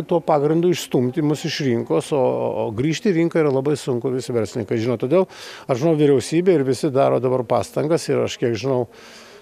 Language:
Lithuanian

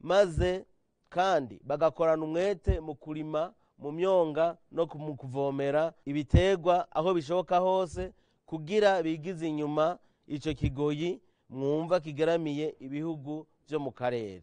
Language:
Rundi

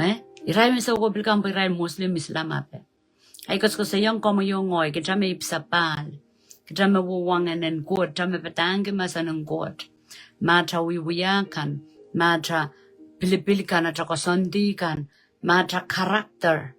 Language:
Pohnpeian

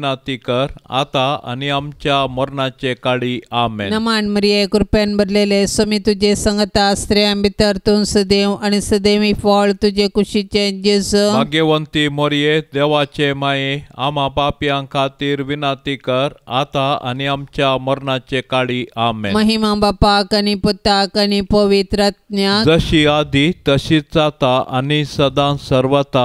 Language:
Konkani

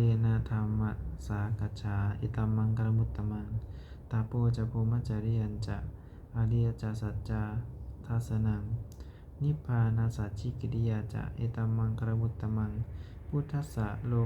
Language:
Pali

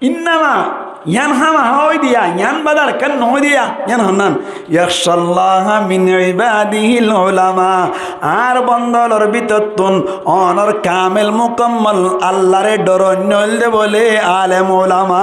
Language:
Rohingya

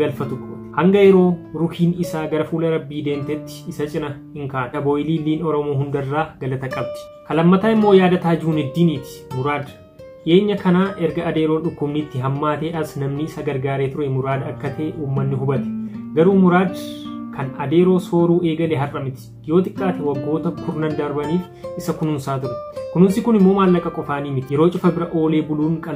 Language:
Oromo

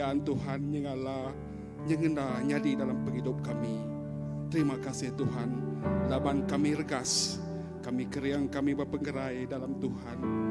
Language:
Iban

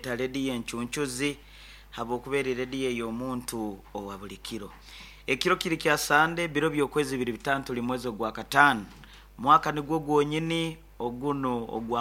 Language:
Nyoro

